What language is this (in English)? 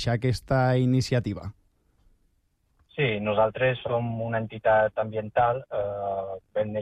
Catalan